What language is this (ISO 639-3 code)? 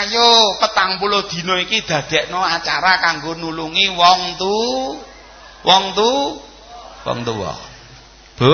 jav